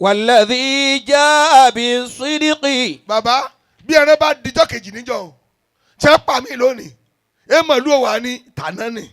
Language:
Yoruba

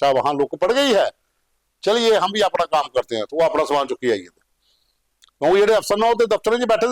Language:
Dogri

